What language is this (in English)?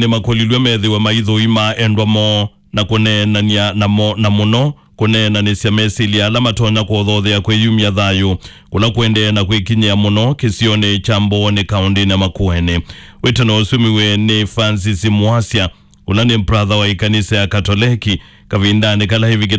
Kamba